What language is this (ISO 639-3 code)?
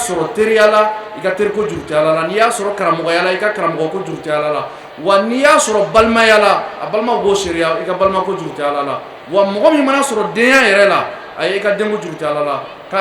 bam